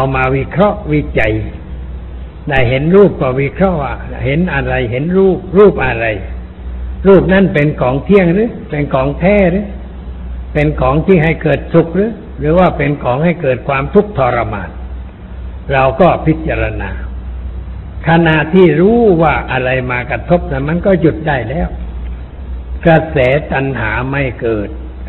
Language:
Thai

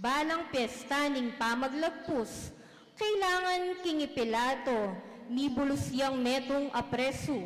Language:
Pampanga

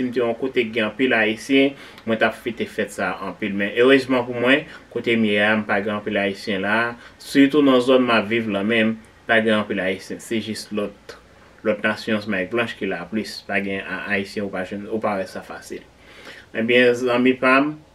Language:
Haitian Creole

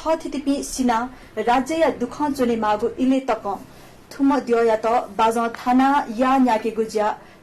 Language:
Newari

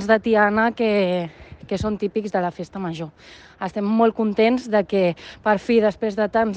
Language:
Catalan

